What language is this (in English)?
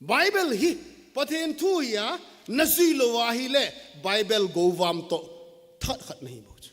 Thado Chin